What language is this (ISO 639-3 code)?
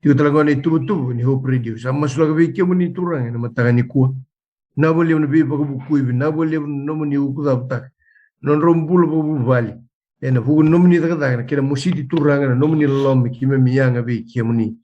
fij